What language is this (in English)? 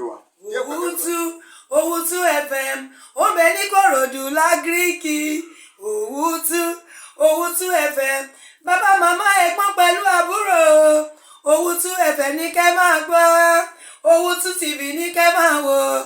Yoruba